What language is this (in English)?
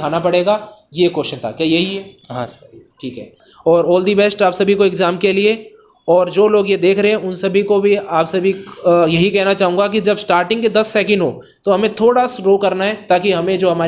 Hindi